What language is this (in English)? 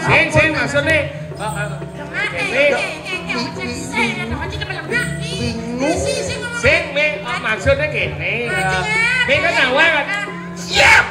Balinese